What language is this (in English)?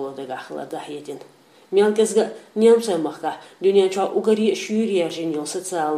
Chechen